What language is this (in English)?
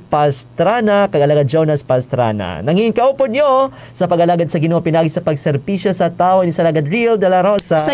Hiligaynon